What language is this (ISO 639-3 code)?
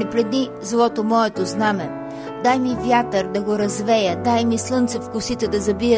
bul